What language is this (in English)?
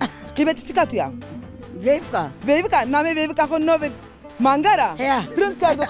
Zaza